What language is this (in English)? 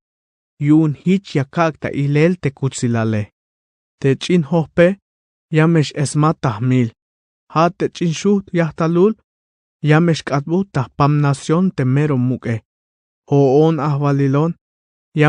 Tzeltal